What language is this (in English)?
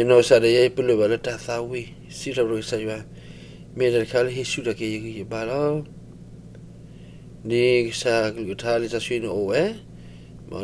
S'gaw Karen